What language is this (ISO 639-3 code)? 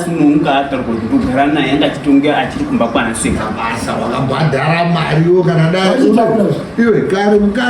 sna